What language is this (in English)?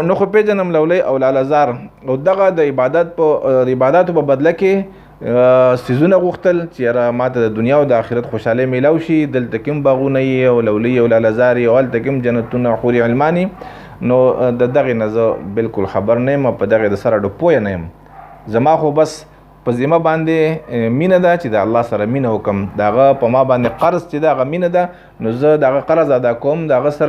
Pashto